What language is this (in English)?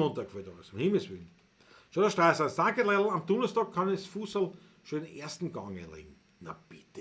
Bavarian